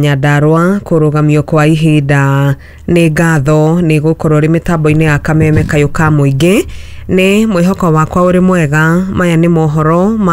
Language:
Kikuyu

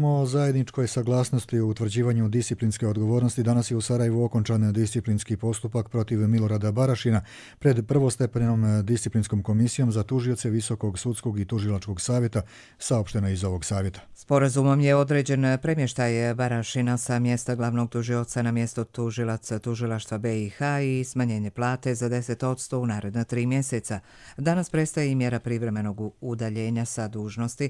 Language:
Croatian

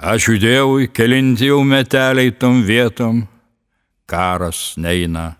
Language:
Lithuanian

